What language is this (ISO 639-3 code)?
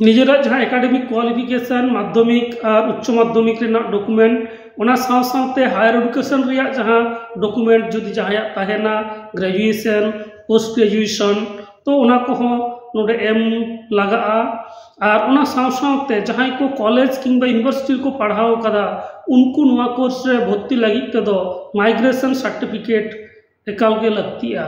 sat